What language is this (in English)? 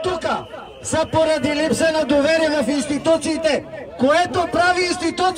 Bulgarian